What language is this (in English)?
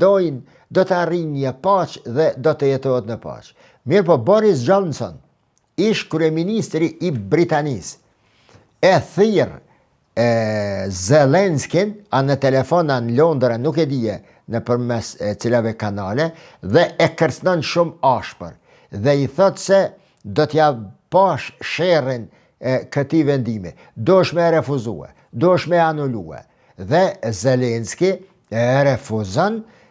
Albanian